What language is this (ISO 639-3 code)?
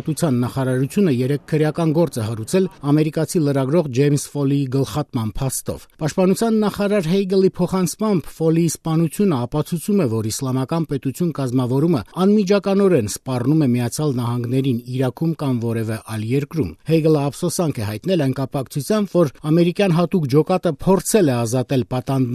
hye